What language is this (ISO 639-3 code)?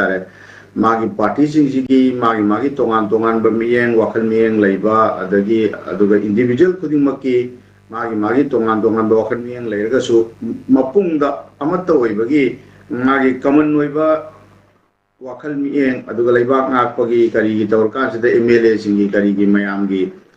mni